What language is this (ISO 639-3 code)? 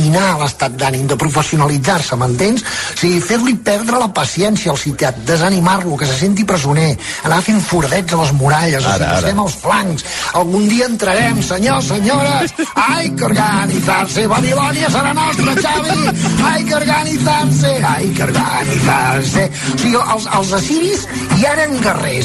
cat